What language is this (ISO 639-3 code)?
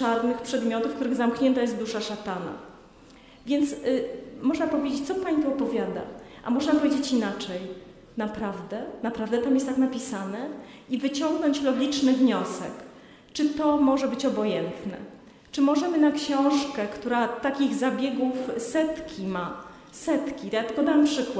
pol